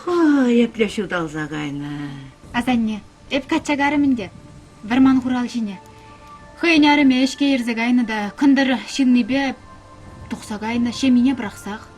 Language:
Chuvash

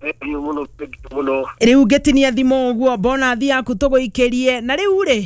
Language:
Kikuyu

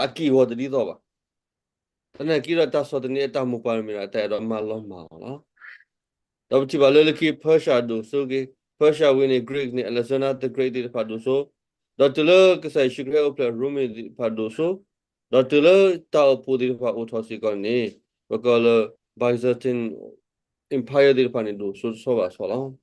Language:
S'gaw Karen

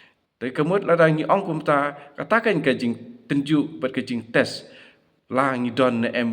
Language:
Khasi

